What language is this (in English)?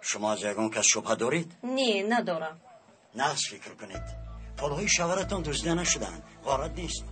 Tajik